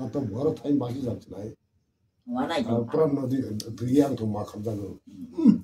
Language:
Kok Borok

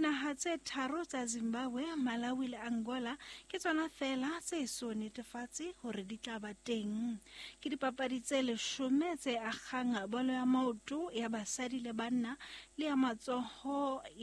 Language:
Southern Sotho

